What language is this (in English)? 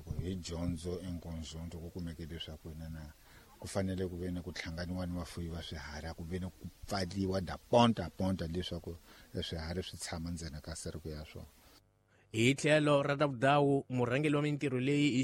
Tsonga